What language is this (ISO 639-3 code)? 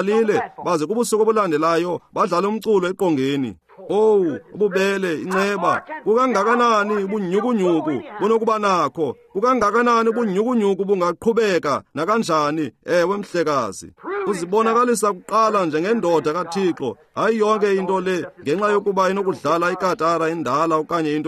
xho